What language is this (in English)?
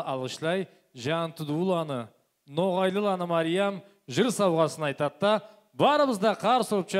Karachay-Balkar